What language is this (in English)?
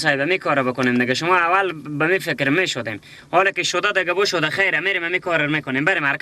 Persian